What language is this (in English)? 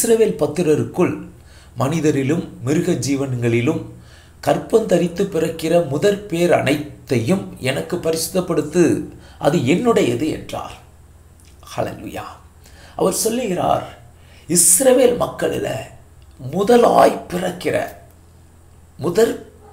Tamil